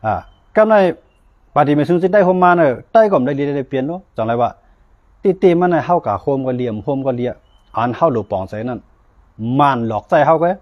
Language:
Shan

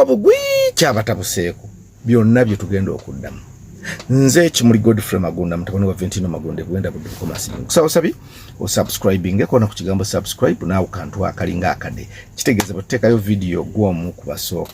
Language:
Ganda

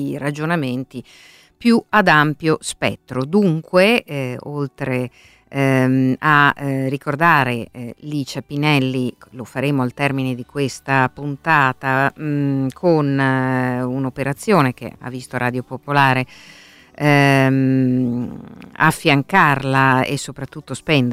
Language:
Italian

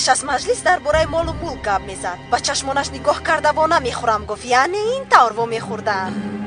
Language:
Tajik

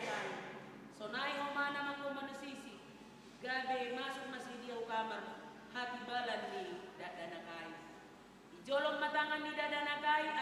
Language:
Batak Simalungun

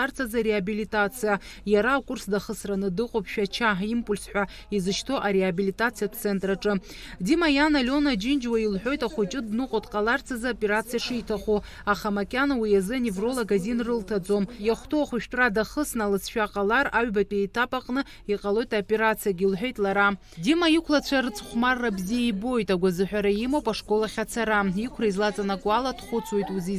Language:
Abkhazian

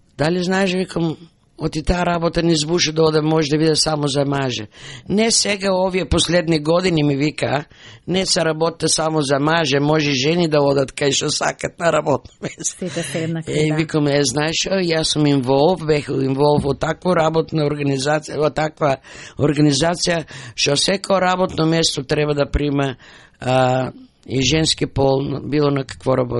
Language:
Macedonian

